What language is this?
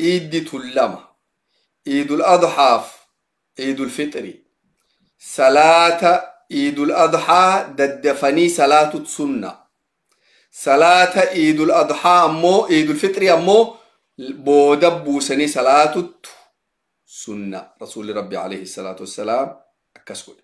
Oromo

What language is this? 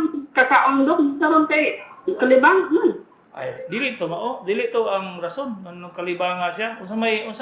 Cebuano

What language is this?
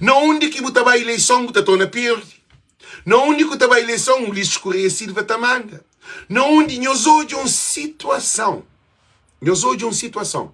Kabuverdianu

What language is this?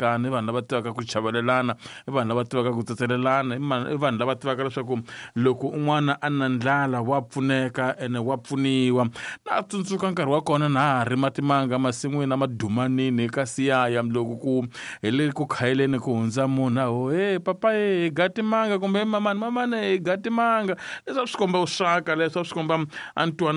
Tsonga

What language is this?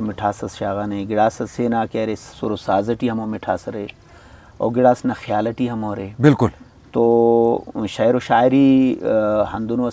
Brahui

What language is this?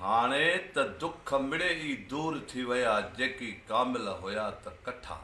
Sindhi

